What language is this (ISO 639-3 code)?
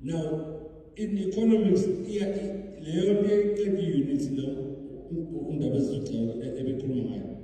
zul